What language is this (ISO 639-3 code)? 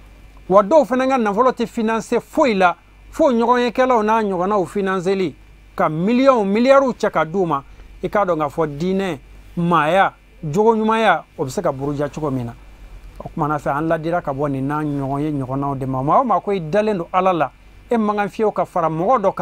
bam